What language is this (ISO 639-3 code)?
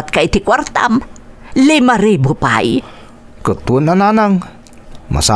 ilo